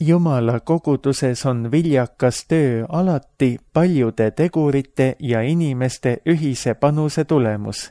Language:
Estonian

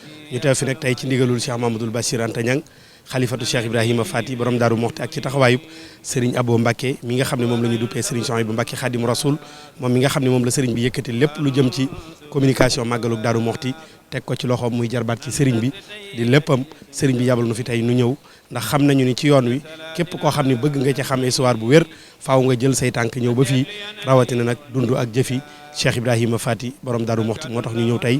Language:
Wolof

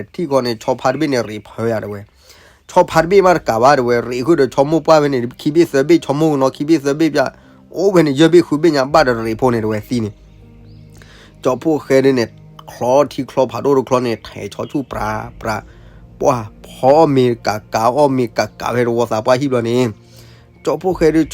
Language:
S'gaw Karen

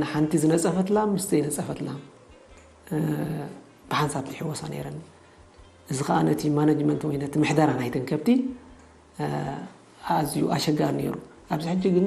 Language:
Tigrinya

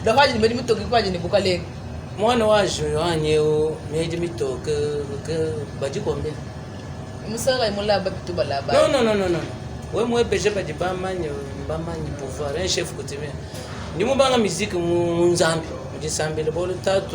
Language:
Luba-Lulua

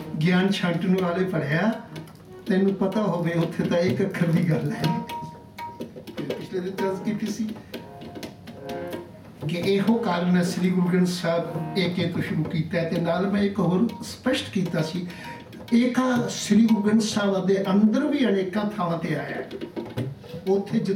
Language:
Punjabi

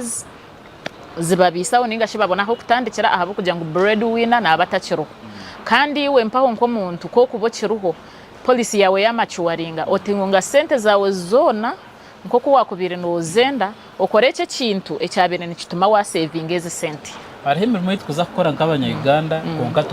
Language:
Nyankole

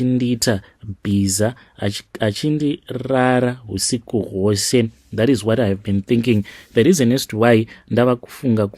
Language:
Shona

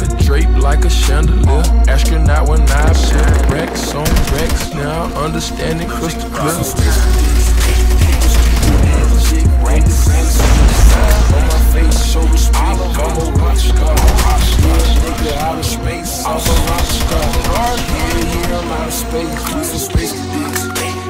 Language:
English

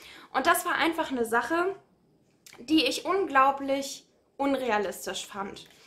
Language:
German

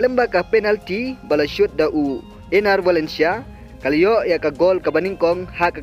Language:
Khasi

